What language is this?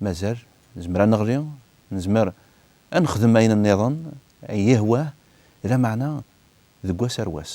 Kabyle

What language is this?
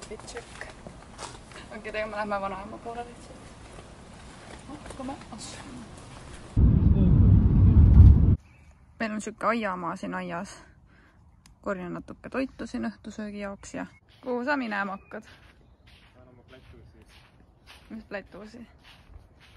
Estonian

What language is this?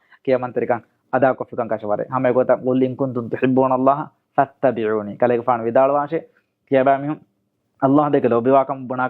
Divehi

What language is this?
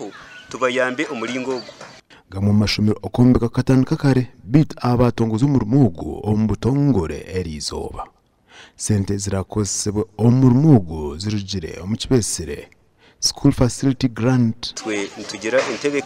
Nyankole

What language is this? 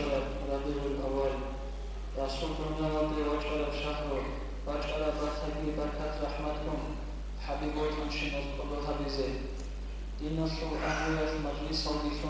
Avaric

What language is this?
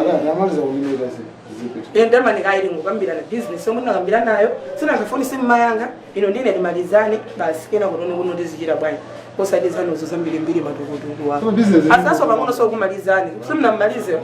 Nyanja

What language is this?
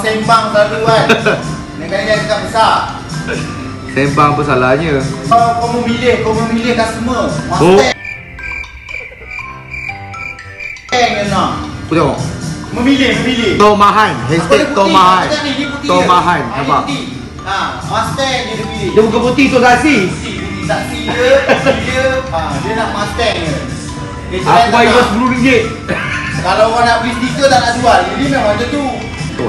Malay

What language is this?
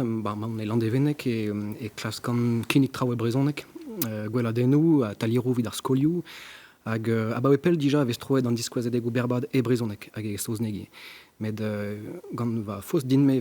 Breton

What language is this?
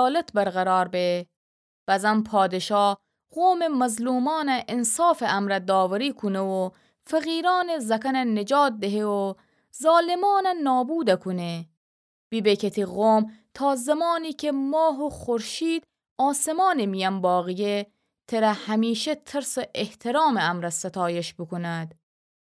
Gilaki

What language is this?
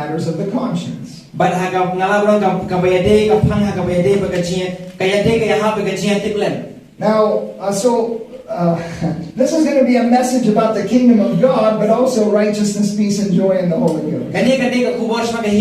Khasi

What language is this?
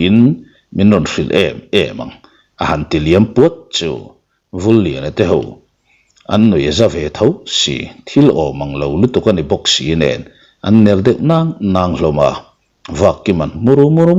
Mizo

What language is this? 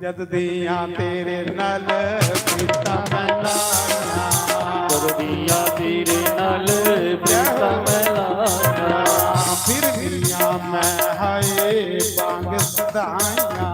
Dogri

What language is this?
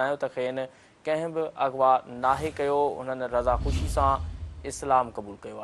Sindhi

